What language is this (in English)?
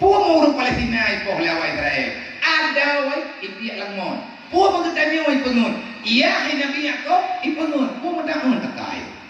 Achinese